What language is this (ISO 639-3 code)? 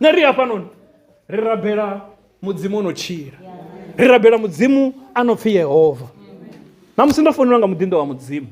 ven